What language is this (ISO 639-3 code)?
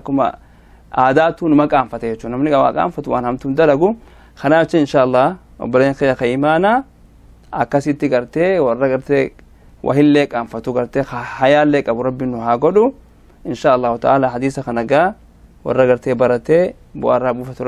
orm